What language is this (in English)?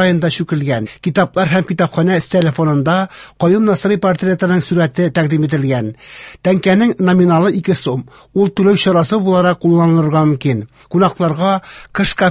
Tatar